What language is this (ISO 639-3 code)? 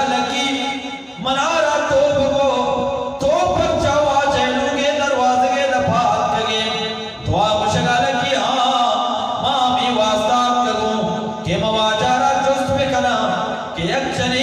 bgp